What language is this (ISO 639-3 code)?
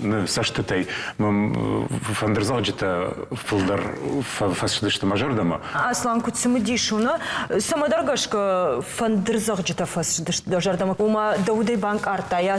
oss